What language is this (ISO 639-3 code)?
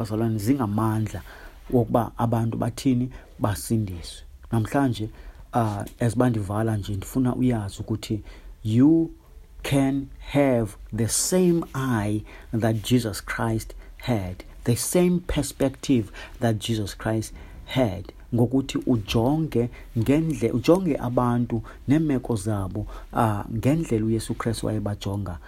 xho